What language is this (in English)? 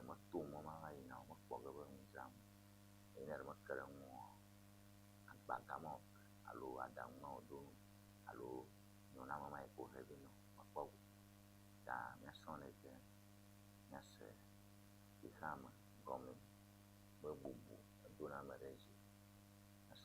Ewe